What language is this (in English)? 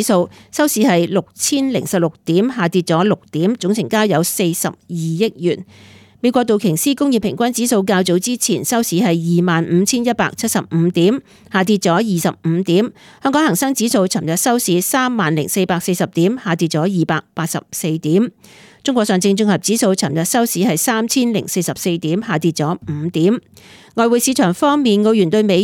Cantonese